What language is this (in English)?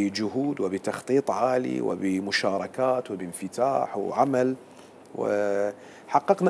Mesopotamian Arabic